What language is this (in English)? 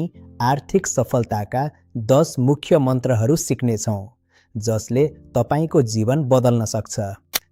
Nepali